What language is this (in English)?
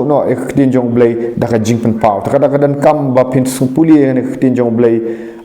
Khasi